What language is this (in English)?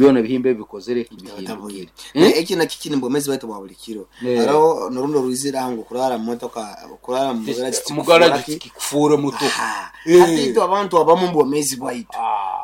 Nyoro